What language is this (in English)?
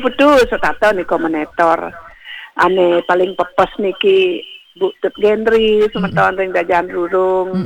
Balinese